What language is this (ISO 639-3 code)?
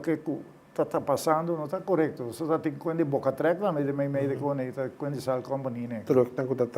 pap